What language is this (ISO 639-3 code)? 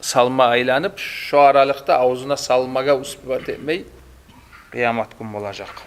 kum